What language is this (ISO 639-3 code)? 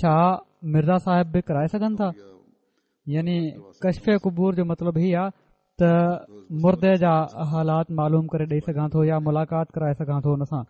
snd